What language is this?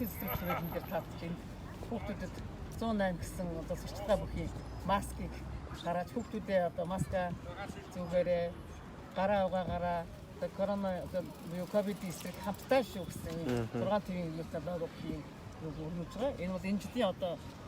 Mongolian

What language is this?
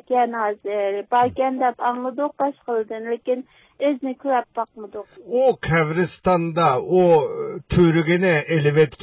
Uyghur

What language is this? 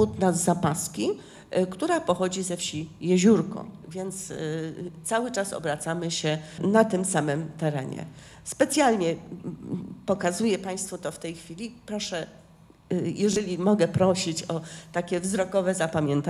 Polish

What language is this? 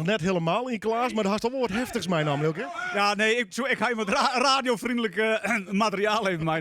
Western Frisian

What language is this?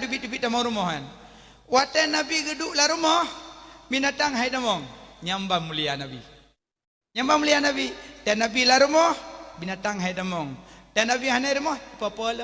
Achinese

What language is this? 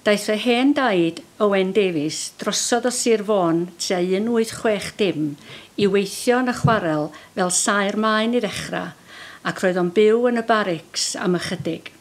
Welsh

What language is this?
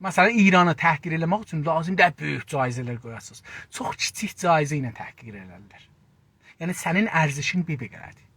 South Azerbaijani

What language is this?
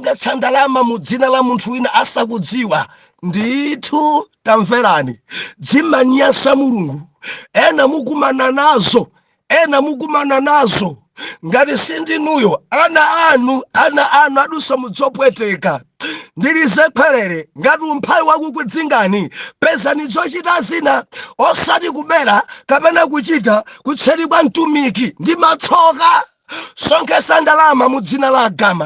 Nyanja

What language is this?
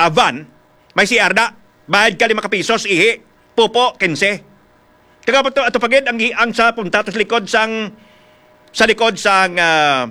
Hiligaynon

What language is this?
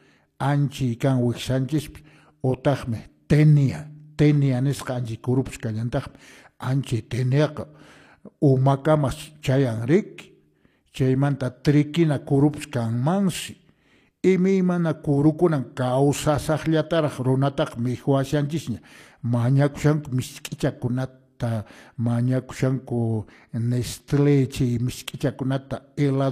Quechua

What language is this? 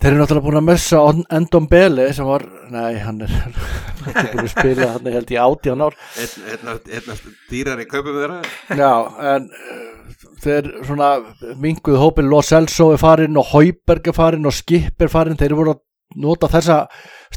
Icelandic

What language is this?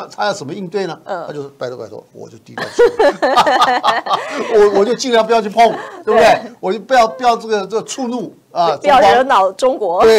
Chinese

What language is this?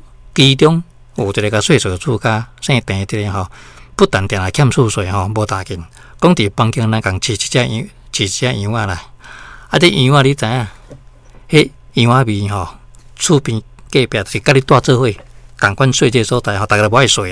Min Nan Chinese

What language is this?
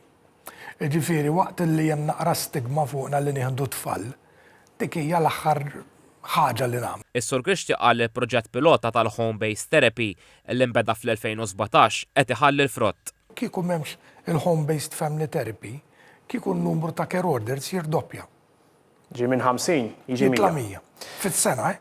Maltese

